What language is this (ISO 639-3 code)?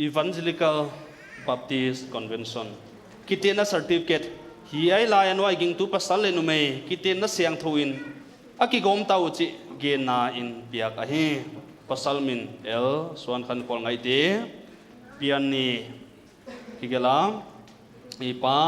pck